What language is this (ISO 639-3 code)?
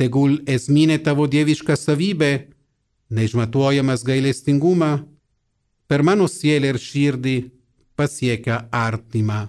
lit